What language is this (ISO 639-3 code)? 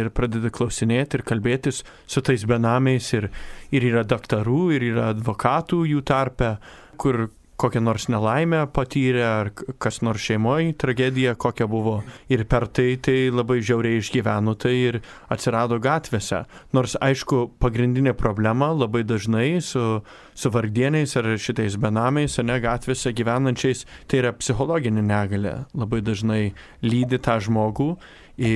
lit